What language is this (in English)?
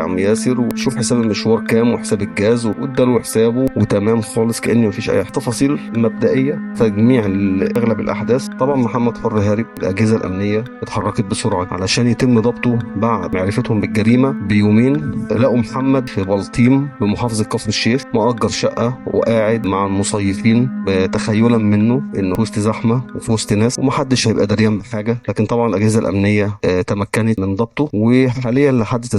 Egyptian Arabic